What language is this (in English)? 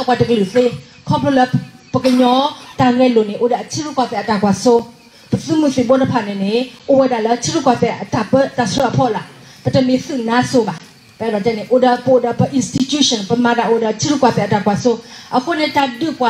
S'gaw Karen